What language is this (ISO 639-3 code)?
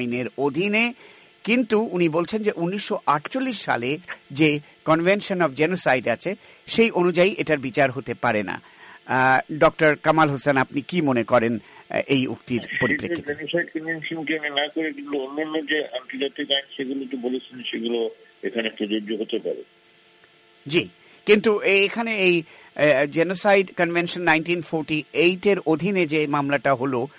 ben